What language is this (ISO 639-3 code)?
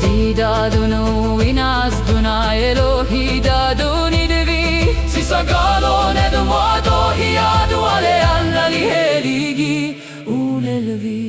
chr